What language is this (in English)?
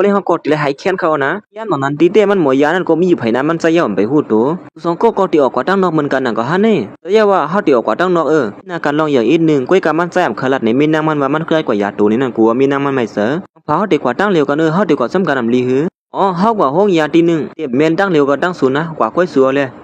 Shan